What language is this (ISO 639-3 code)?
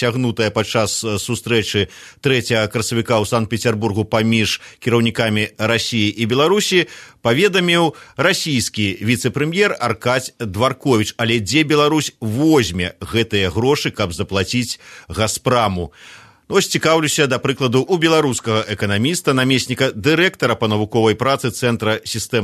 bel